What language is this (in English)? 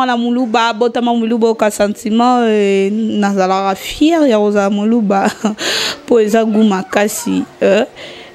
Lingala